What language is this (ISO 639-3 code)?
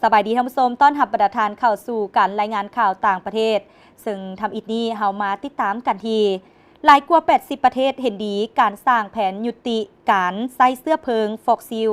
lao